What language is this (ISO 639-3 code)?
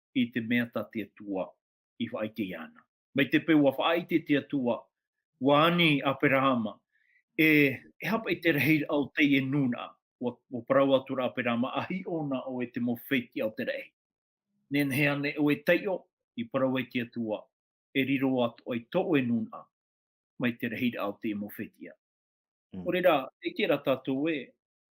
tah